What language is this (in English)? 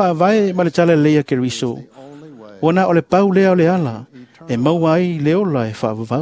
Samoan